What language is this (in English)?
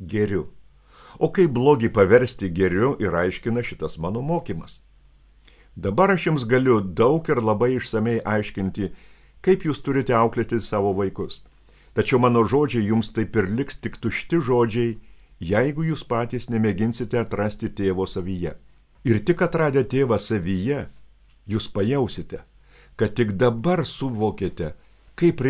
Lithuanian